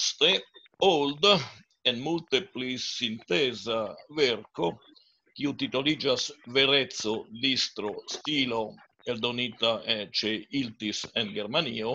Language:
Esperanto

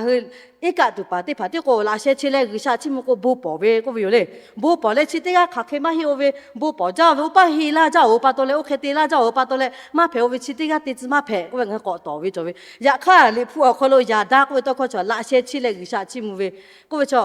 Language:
Lahu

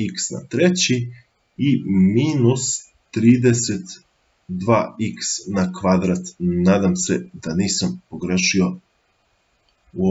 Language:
Serbian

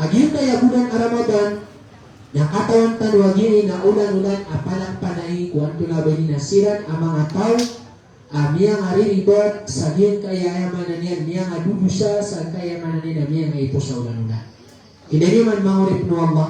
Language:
Maranao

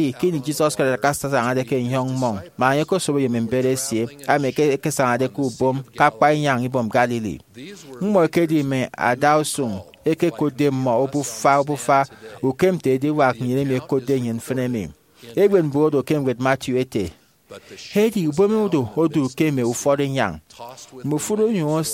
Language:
Efik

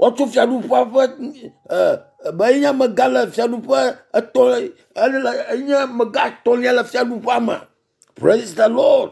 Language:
Ewe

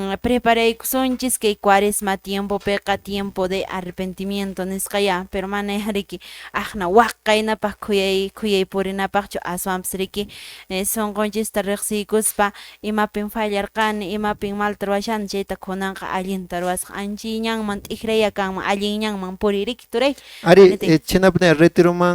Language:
Quechua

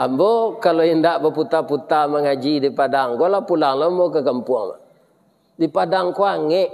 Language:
Minangkabau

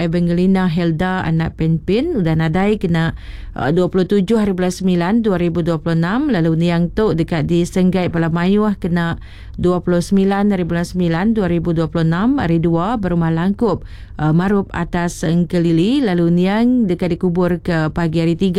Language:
Iban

